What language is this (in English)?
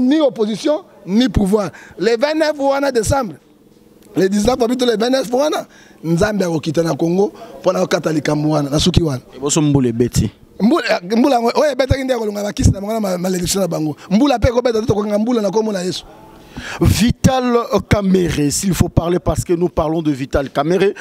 Lingala